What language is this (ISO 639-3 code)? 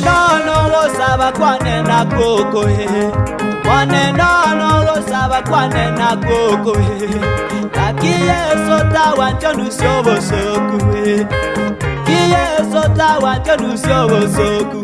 guz